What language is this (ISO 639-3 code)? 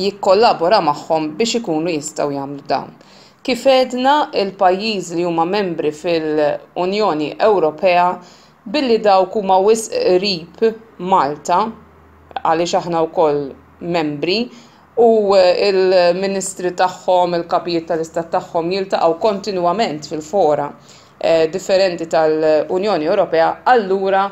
mlt